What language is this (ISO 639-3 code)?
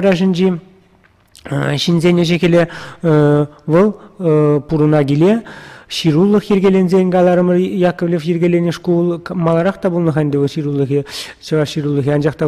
chv